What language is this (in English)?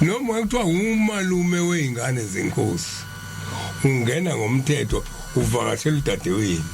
Zulu